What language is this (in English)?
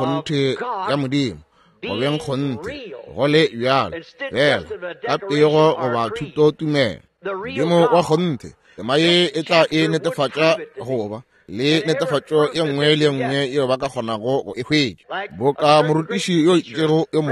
Northern Sotho